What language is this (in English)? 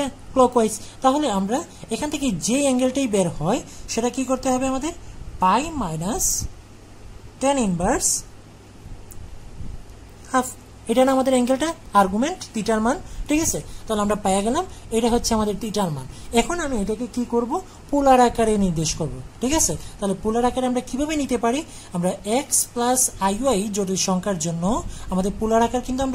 Bangla